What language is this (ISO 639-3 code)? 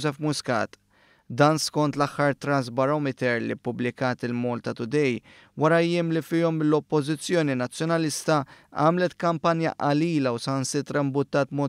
mlt